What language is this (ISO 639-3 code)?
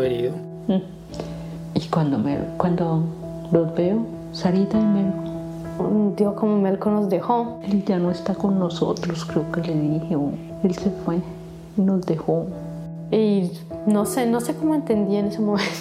spa